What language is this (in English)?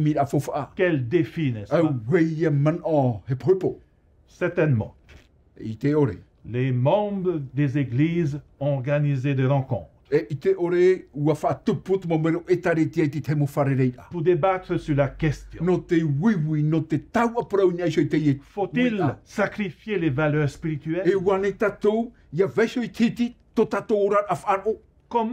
Tahitian